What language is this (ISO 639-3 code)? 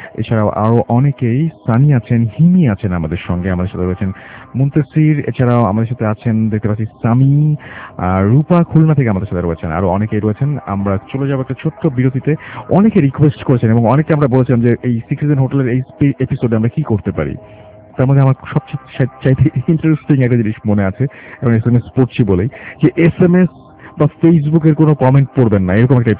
ben